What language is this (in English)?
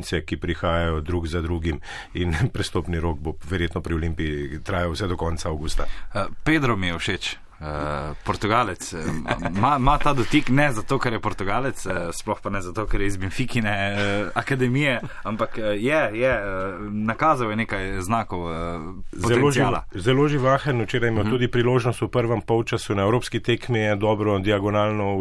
Slovenian